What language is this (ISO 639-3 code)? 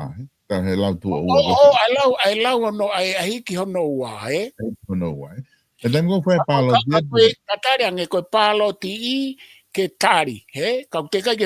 ton